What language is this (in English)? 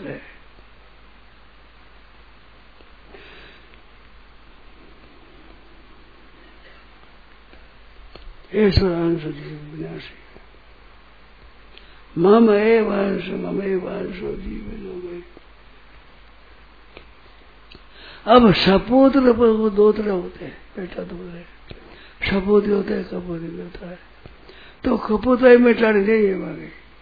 Hindi